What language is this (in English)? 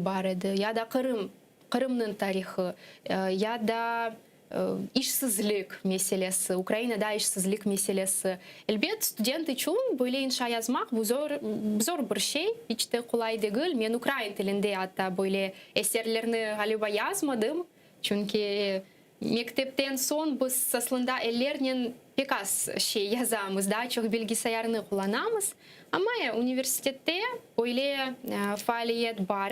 Crimean Tatar